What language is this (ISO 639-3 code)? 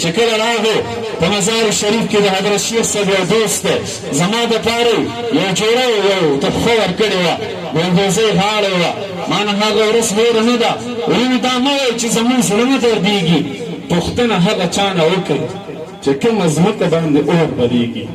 pus